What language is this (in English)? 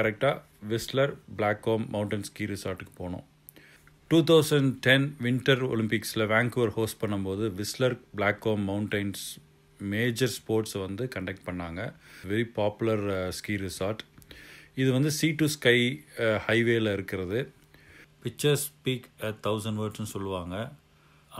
Tamil